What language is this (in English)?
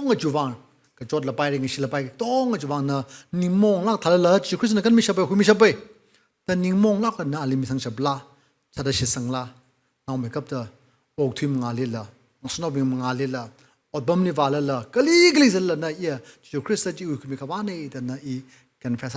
Tangkhul Naga (India)